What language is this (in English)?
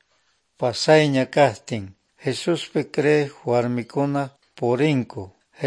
Quechua